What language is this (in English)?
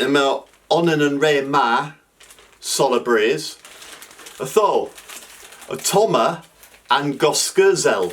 Cornish